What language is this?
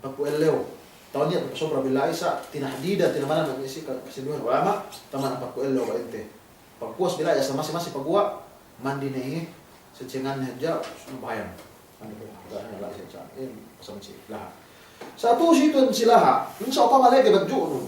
Yakan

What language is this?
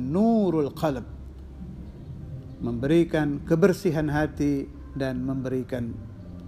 Indonesian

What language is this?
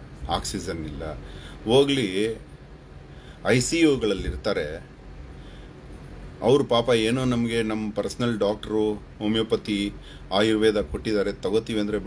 Kannada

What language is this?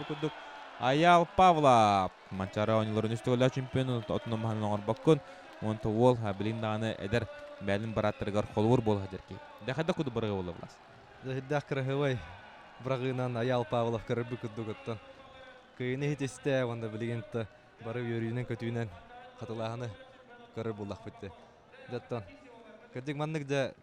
Yakut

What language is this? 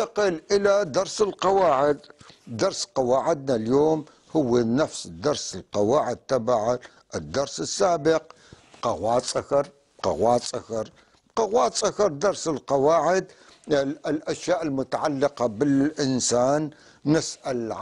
North Levantine Arabic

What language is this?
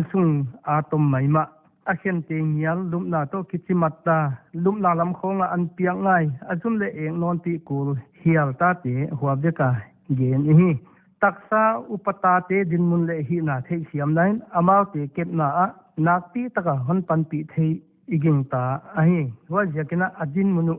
Paite Chin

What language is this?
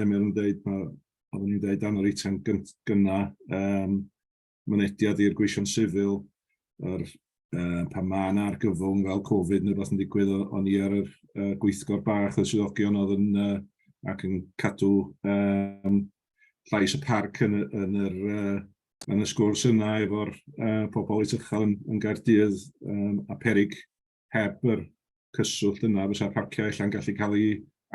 Welsh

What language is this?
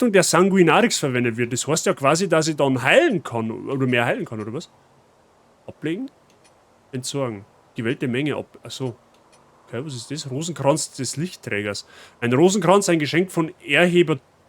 Bavarian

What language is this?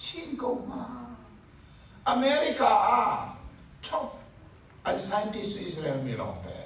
Hakha Chin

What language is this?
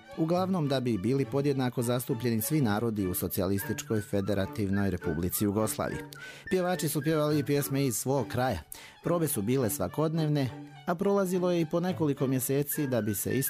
Serbian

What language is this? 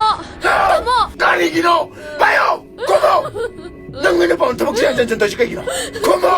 Manipuri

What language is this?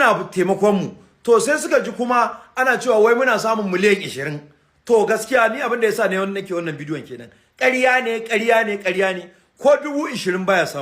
Hausa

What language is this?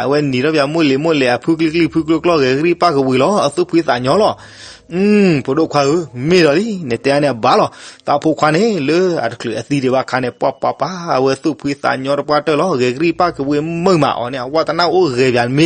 S'gaw Karen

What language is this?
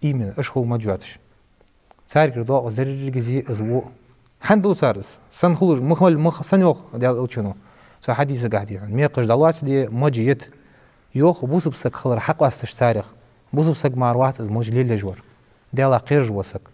Ingush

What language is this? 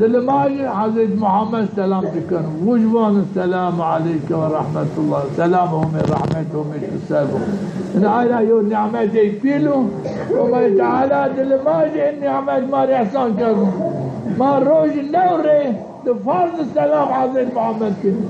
Zaza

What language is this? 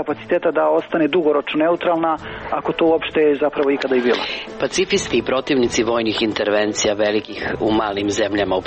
Serbian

